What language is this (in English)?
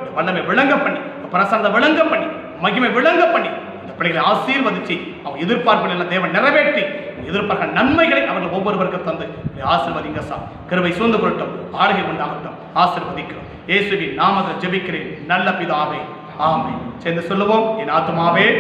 Tamil